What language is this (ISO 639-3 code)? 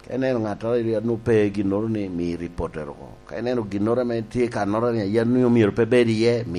laj